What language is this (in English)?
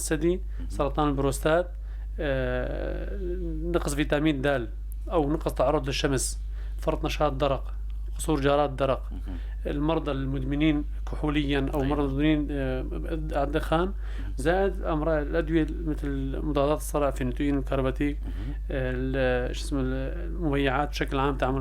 North Levantine Arabic